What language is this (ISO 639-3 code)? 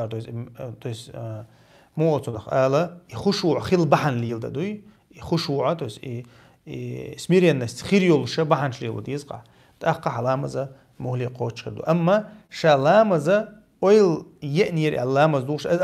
che